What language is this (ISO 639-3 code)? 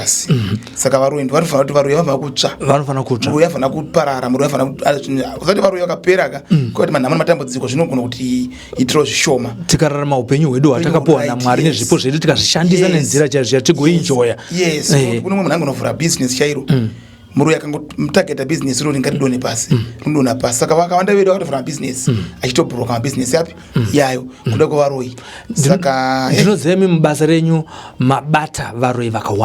sna